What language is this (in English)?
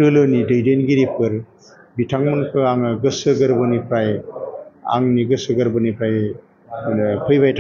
Bodo